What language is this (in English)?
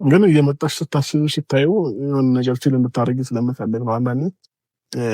Amharic